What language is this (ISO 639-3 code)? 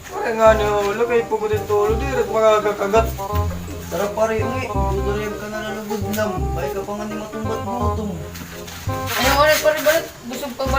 war